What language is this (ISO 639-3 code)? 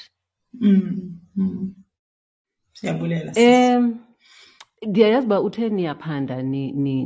xho